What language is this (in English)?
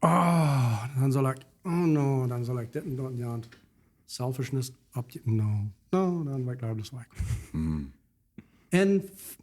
Plautdietsch